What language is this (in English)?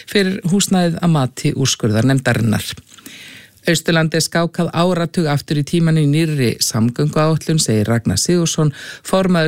Icelandic